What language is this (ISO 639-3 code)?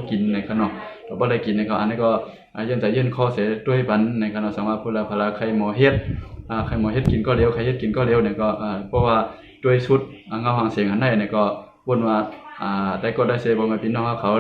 shn